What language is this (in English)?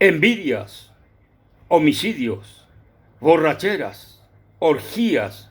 Guarani